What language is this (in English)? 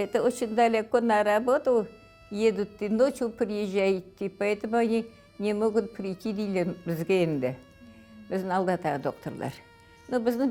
Crimean Tatar